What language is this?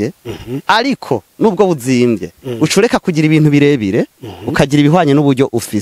Rundi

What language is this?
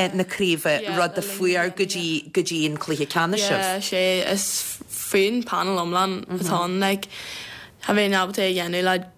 Irish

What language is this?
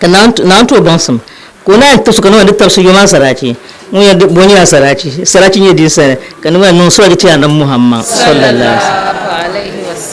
Dagbani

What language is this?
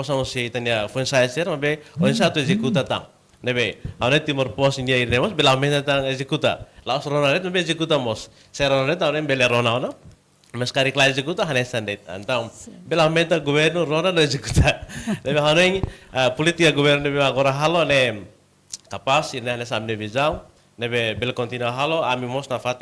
Tetum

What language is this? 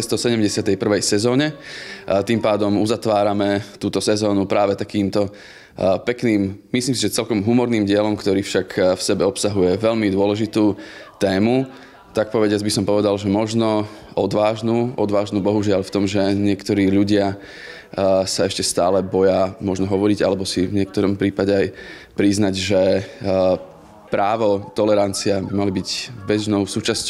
Slovak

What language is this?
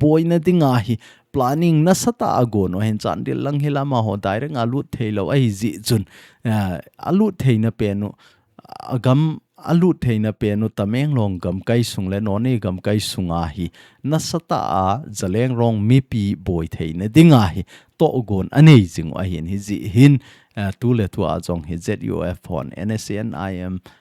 Thado Chin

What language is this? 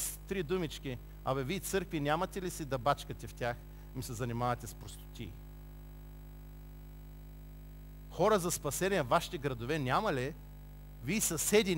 Bulgarian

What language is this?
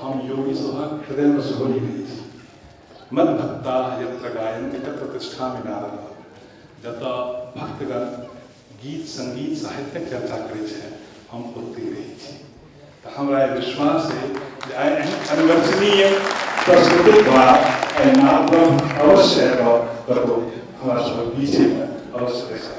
Maithili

